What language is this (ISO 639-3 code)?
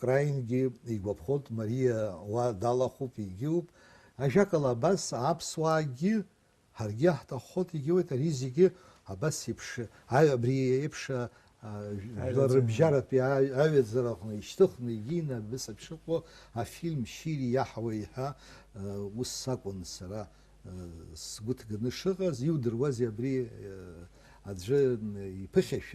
abk